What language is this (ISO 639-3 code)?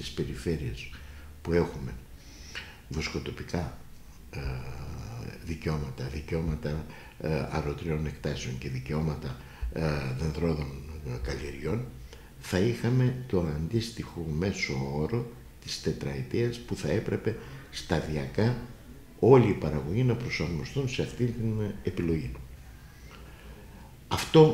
ell